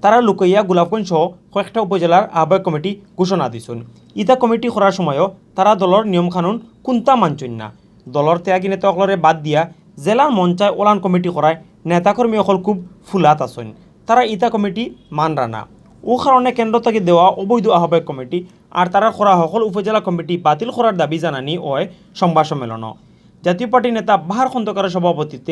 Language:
Sylheti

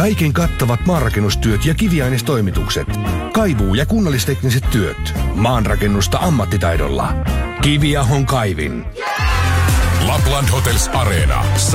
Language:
Finnish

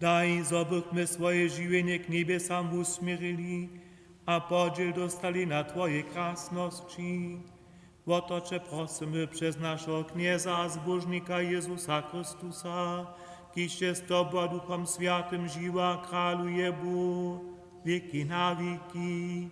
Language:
Upper Sorbian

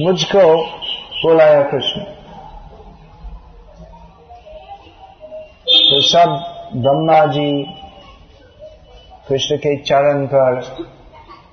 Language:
Hindi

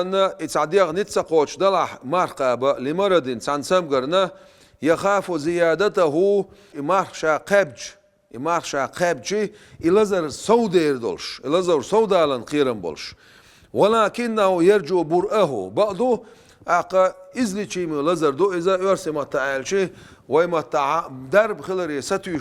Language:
Chechen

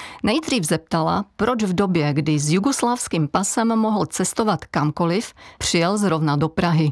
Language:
Czech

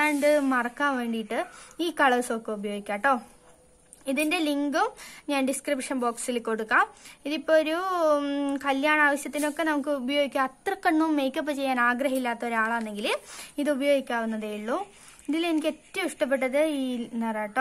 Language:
Malayalam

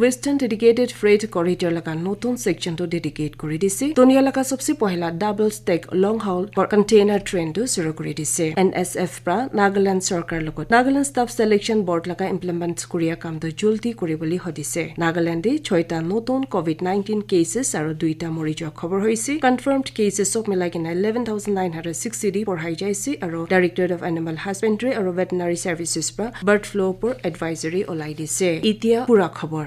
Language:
Naga Pidgin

